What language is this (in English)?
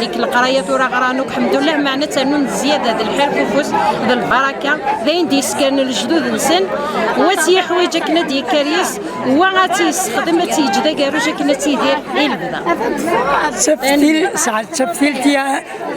Kabyle